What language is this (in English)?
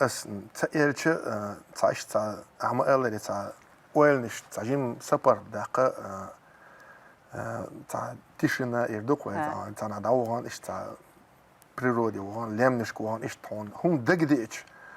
Chechen